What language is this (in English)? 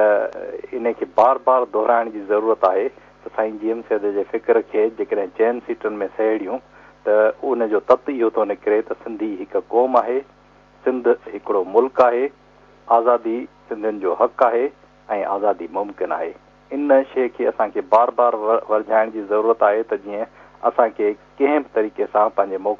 Sindhi